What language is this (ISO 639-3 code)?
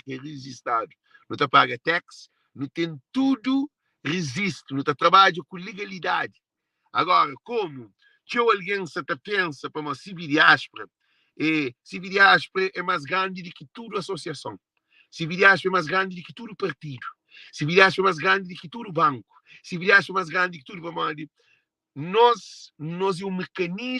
kea